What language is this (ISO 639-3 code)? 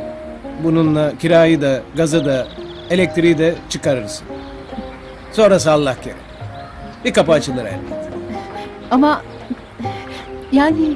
tur